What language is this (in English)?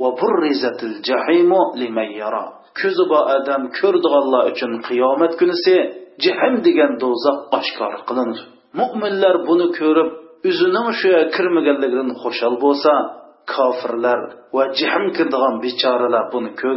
Uyghur